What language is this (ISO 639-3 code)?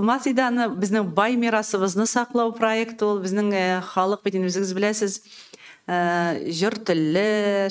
tat